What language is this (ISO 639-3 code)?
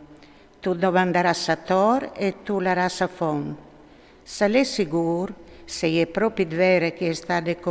fur